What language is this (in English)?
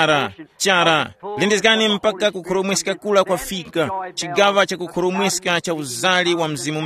Tumbuka